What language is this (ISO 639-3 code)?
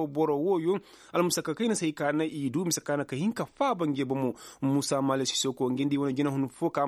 ses